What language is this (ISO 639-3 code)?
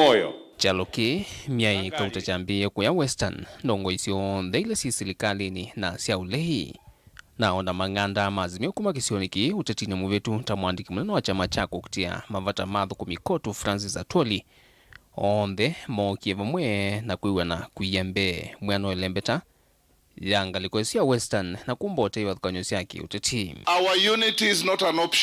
kam